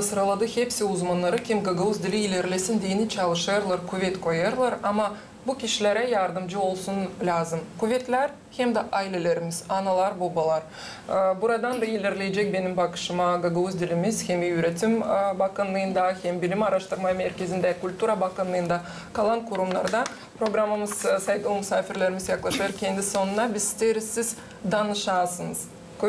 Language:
Gagauz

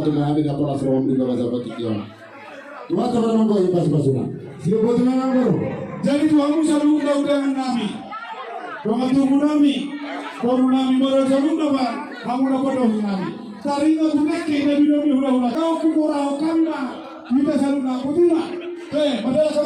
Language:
Batak Toba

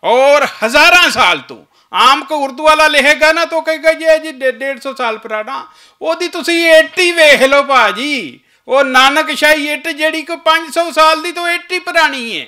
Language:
Western Panjabi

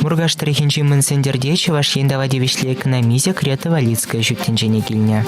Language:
Chuvash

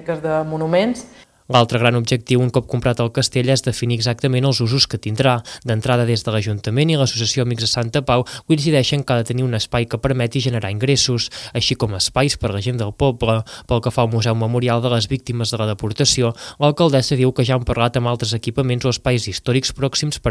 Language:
Catalan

